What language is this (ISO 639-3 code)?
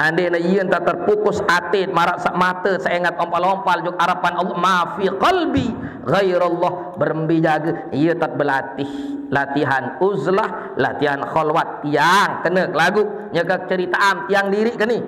sas